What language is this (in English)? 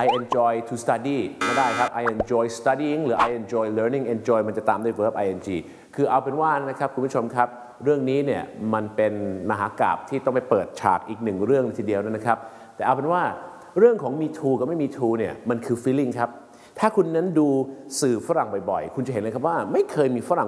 Thai